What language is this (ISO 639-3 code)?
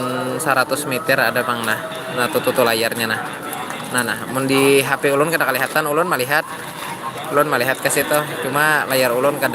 bjn